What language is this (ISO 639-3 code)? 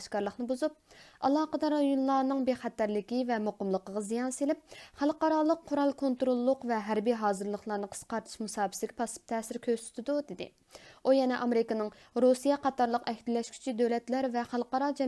uig